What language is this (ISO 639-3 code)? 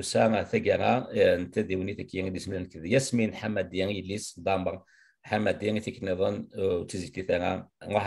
kab